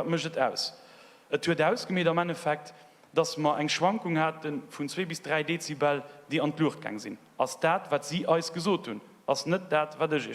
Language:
Luxembourgish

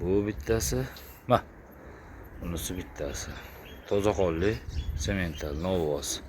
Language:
Uzbek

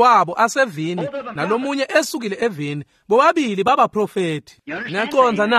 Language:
Swati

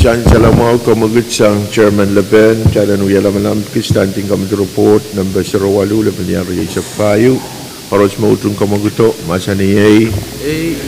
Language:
Pohnpeian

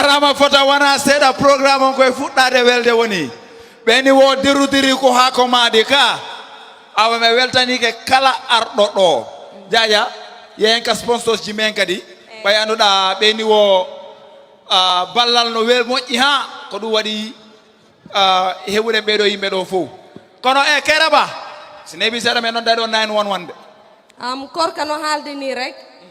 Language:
Fula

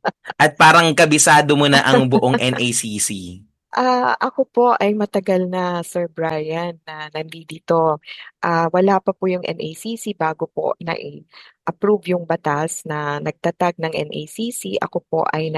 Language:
Filipino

